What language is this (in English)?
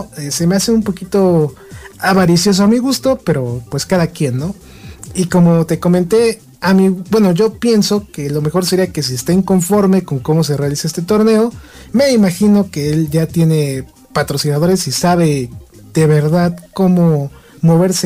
Spanish